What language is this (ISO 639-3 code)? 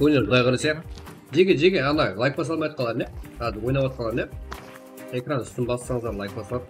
kaa